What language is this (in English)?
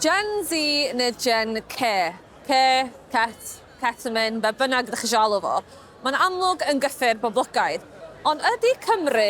Welsh